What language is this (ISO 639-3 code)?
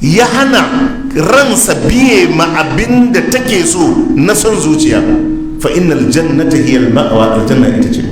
hau